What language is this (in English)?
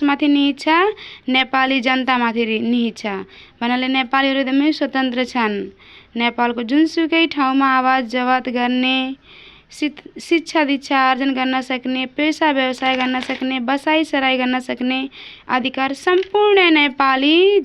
Nepali